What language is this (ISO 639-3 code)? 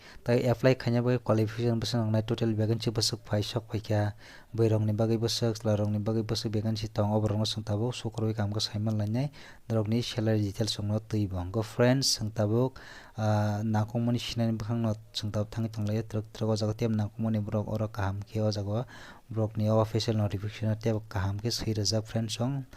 trp